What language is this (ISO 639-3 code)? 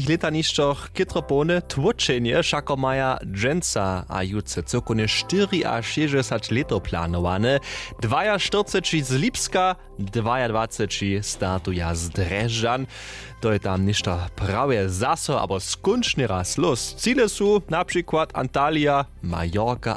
hsb